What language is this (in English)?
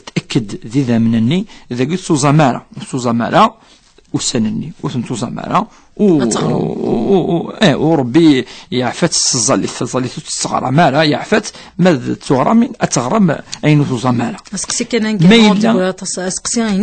Kabyle